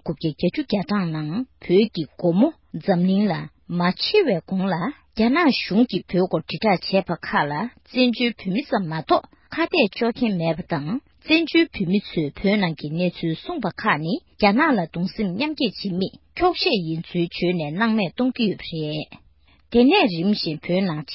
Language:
Tibetan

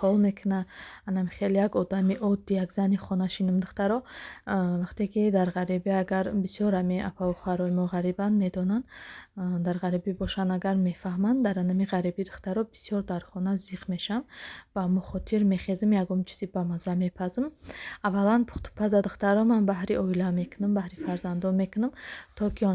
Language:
Tajik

